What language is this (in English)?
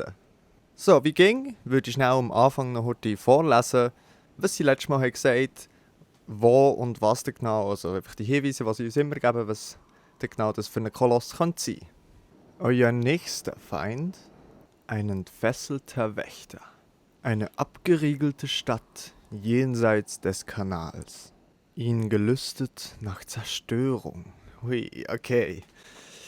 Swiss German